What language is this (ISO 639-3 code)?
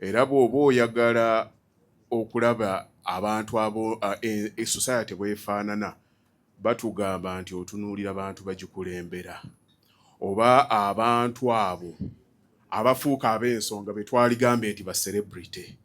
lug